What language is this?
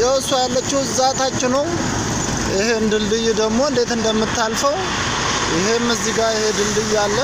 Amharic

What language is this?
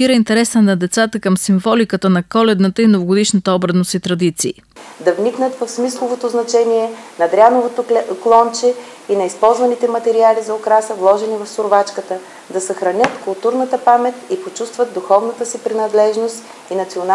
Bulgarian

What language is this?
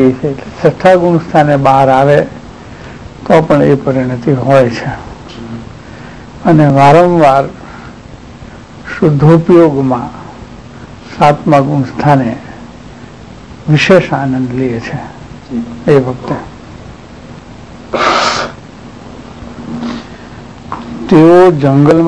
Gujarati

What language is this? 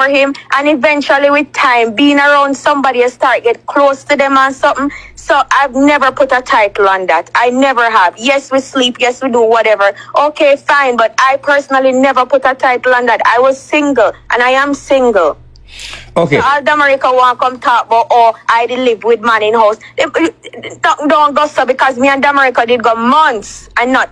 Jamaican Creole English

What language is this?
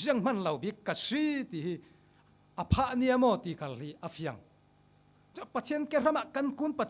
Falam Chin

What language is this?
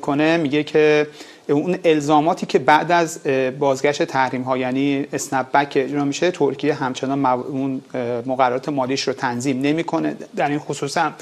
Persian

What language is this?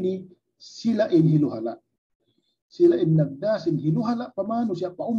Tausug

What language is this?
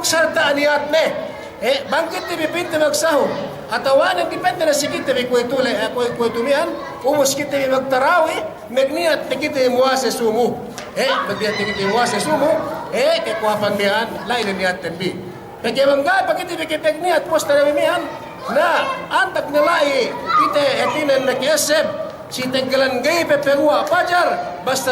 Yakan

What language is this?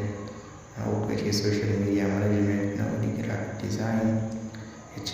Hausa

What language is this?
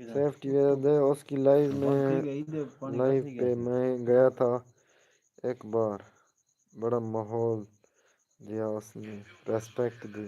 Saraiki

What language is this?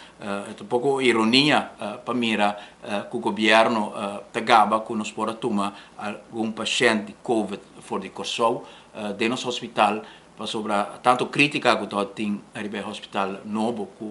Papiamento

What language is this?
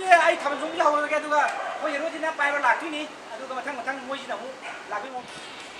Manipuri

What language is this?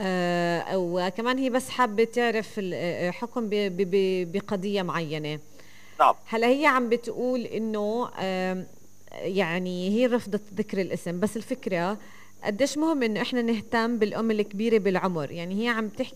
North Levantine Arabic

